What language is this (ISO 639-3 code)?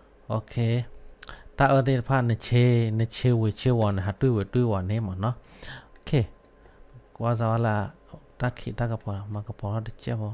ksw